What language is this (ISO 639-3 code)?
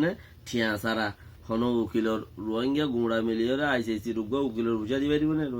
rhg